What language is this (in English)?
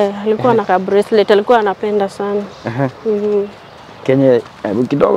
Swahili